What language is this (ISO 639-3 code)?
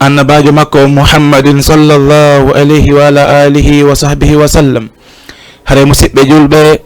ful